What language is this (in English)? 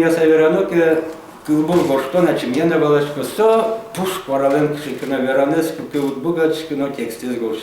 Udmurt